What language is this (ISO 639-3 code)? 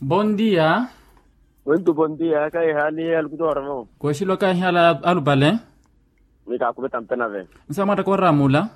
vmw